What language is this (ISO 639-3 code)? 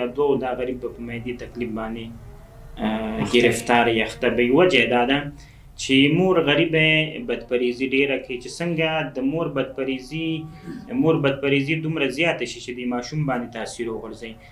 pus